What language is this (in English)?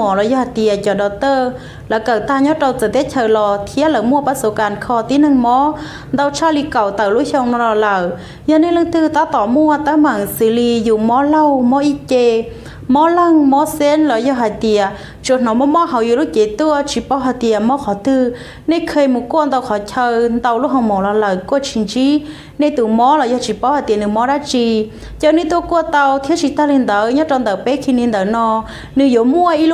Hmong